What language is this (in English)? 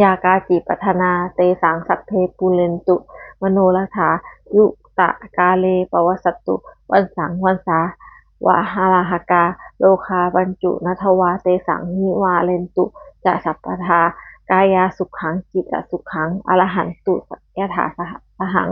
Pali